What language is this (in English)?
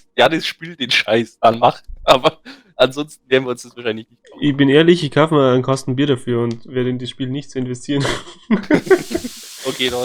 Bavarian